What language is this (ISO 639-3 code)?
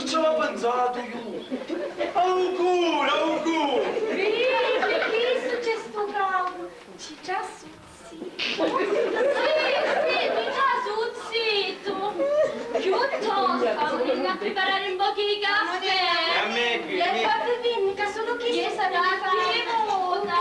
scn